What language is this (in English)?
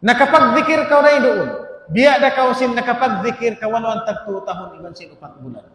Tausug